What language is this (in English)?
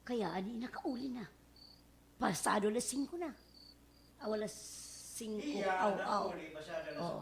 Waray